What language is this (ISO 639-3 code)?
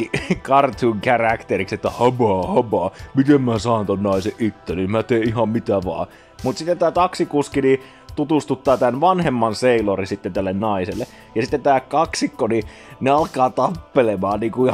fin